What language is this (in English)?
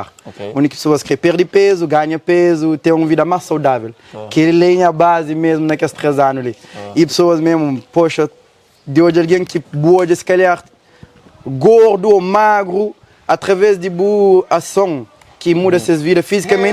Kabuverdianu